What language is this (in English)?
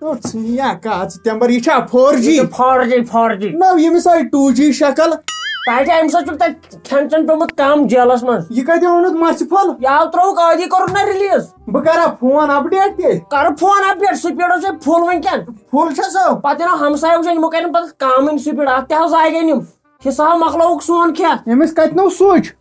Kashmiri